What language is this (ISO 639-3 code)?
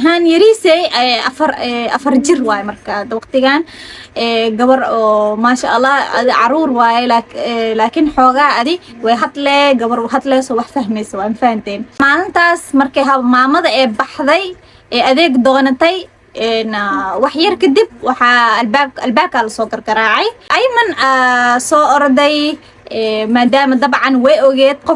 som